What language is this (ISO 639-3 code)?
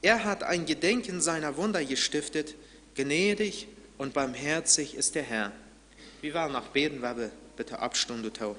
pdt